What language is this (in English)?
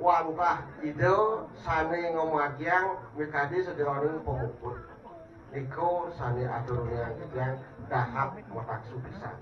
Balinese